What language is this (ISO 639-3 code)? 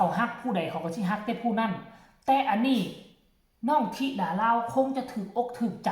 tts